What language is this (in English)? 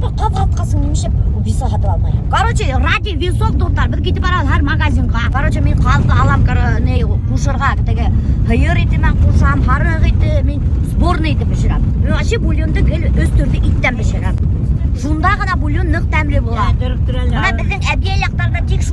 Bashkir